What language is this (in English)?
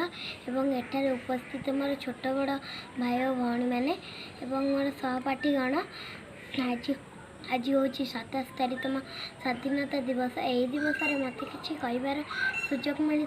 Odia